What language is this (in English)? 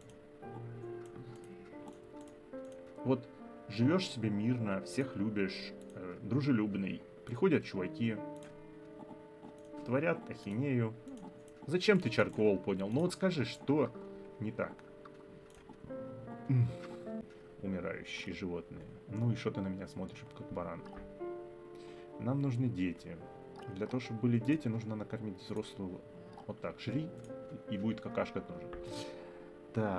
Russian